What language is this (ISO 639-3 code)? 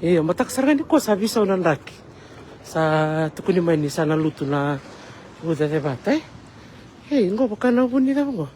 fij